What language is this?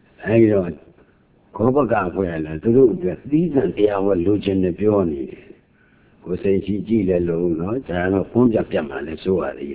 Burmese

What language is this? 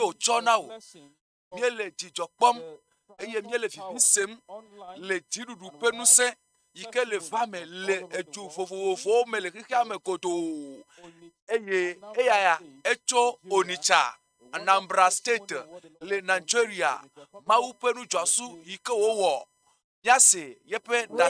Ewe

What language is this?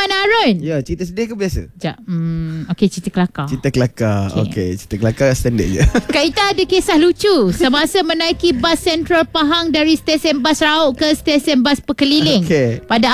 Malay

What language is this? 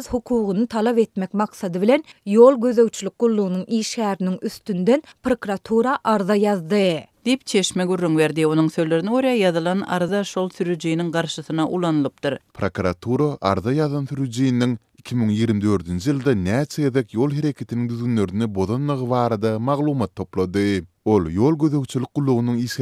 Turkmen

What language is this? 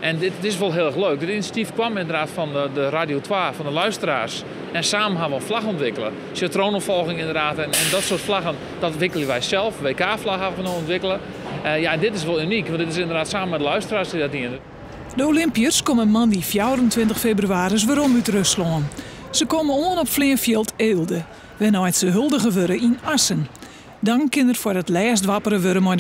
Western Frisian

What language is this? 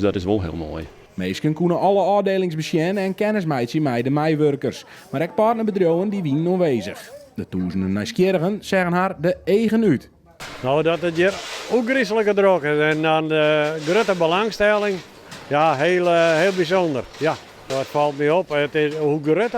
Western Frisian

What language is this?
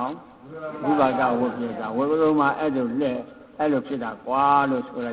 Burmese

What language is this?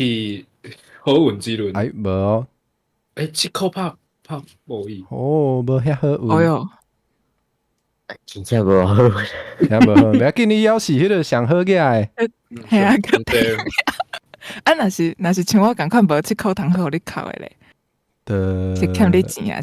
Min Nan Chinese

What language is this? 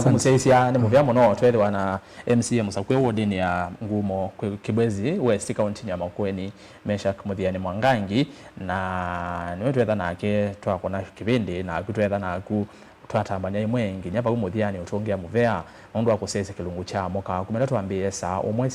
Kamba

